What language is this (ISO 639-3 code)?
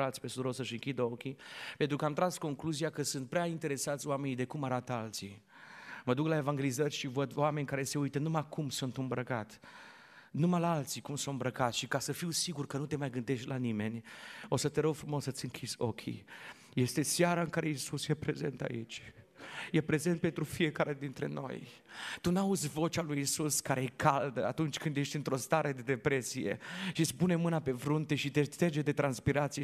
ron